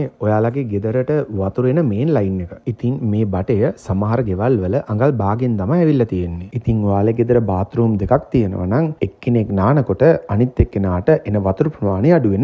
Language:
Sinhala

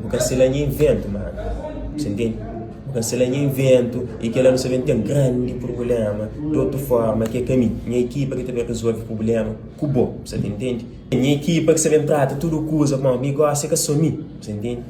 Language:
Kabuverdianu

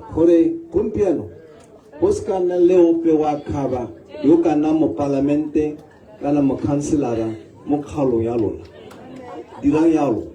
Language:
Tswana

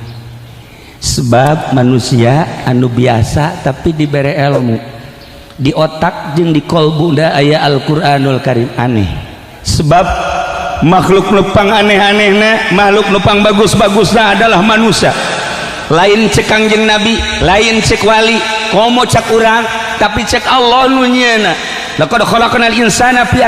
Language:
Sundanese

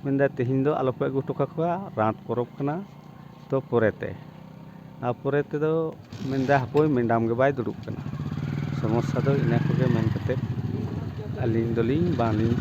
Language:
Santali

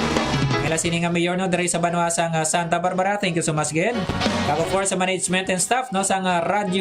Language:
Hiligaynon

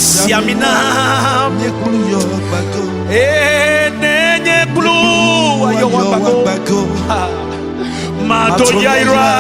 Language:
Ewe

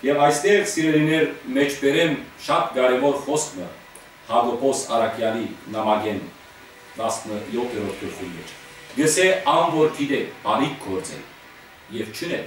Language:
Western Armenian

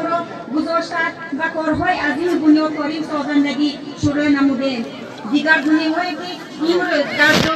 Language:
Tajik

